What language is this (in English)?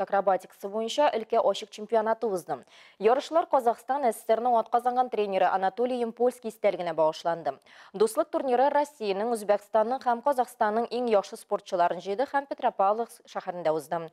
Tatar